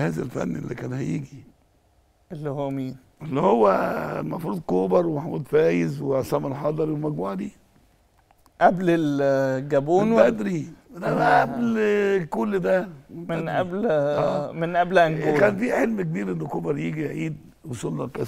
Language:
Egyptian Arabic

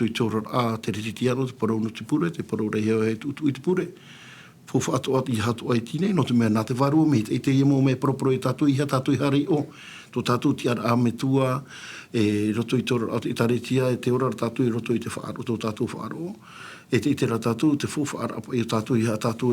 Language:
Tahitian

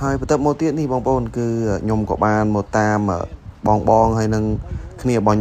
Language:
Khmer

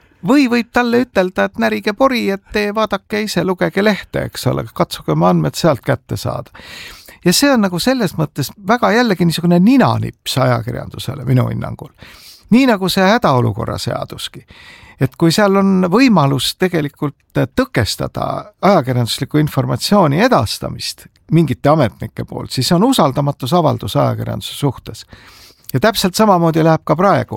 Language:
Estonian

